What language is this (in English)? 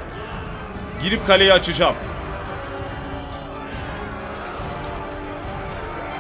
Turkish